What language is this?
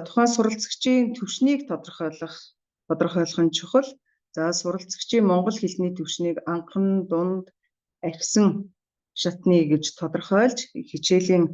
Mongolian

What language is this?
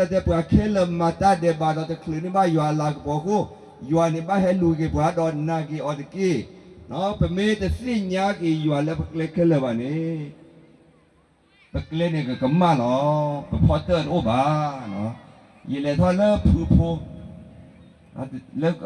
S'gaw Karen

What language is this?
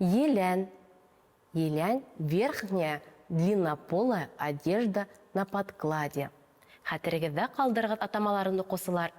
Bashkir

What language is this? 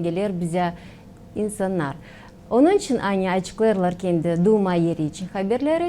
Gagauz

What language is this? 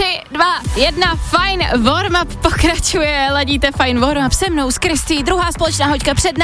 Czech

